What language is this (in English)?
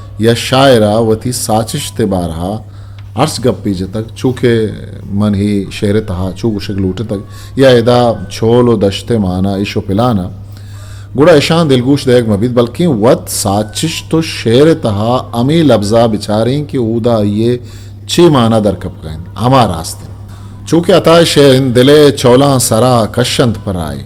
Eastern Balochi